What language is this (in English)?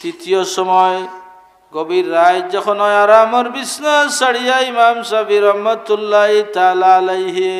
Sylheti